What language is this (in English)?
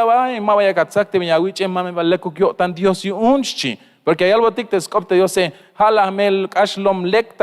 Tzeltal